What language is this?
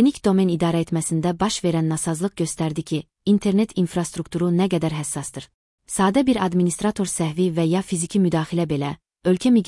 Azerbaijani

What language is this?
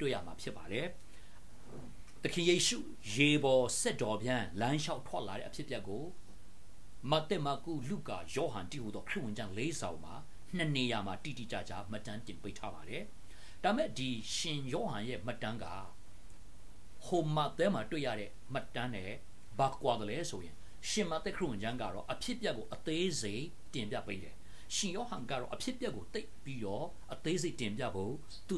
Burmese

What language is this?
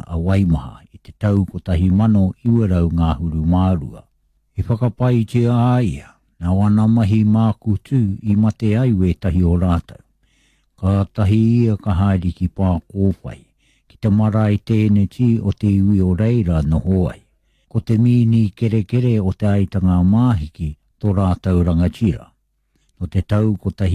Māori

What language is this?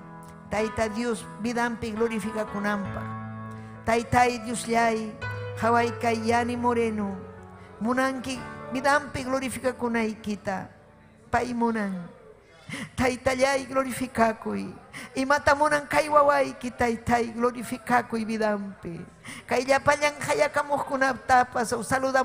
Ayacucho Quechua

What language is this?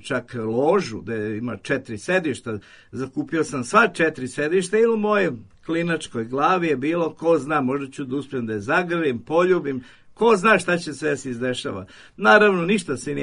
Serbian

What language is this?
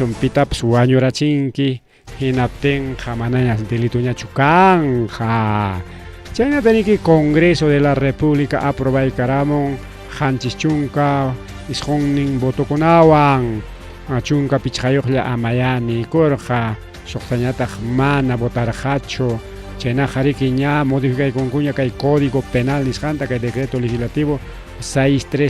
Ayacucho Quechua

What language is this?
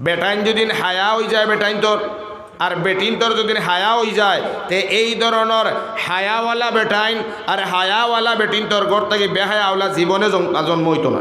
Sylheti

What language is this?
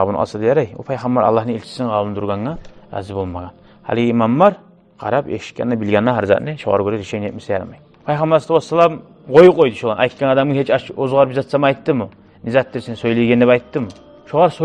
Kumyk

